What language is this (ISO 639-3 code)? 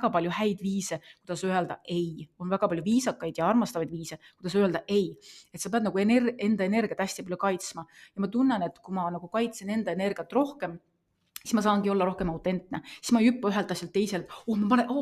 est